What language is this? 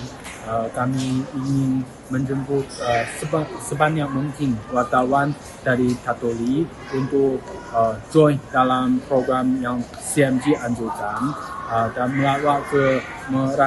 Tetum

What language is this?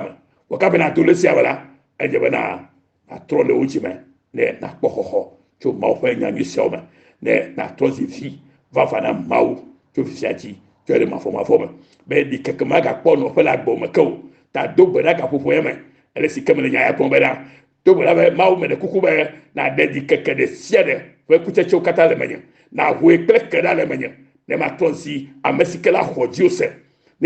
Ewe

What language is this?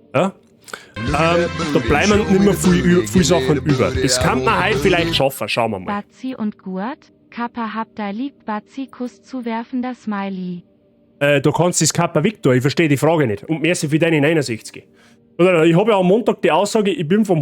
Bavarian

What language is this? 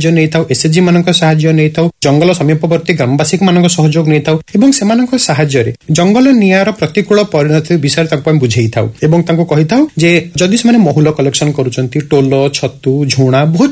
Odia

